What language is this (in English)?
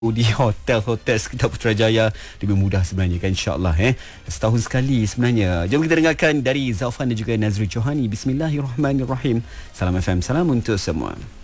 Malay